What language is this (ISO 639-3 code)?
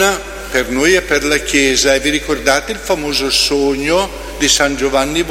ita